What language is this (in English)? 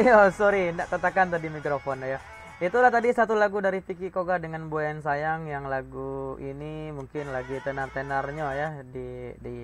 Minangkabau